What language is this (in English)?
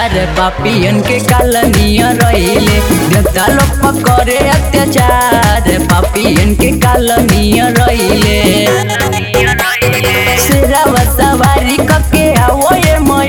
Bhojpuri